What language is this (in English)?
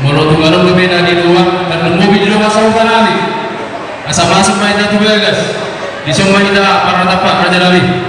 Batak Toba